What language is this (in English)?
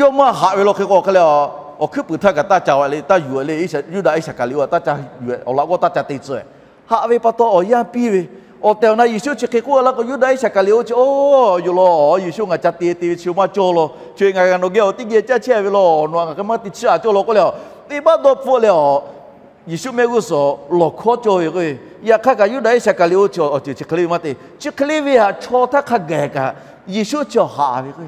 Lahu